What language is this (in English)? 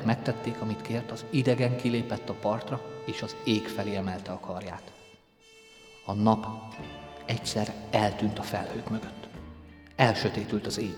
Hungarian